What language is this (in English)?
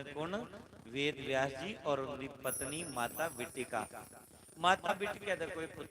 Dogri